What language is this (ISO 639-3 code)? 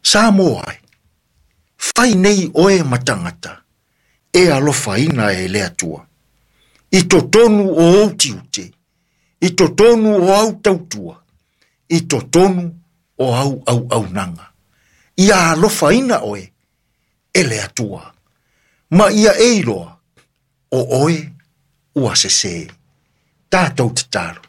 smo